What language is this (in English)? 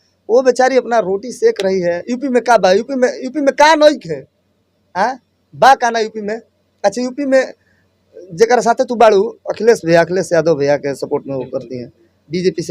Bhojpuri